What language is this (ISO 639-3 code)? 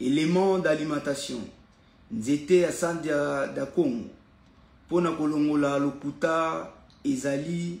lin